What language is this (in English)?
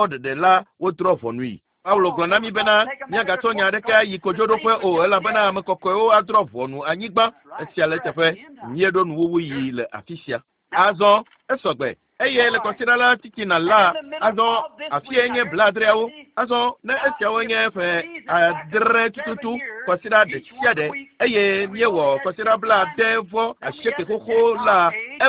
Ewe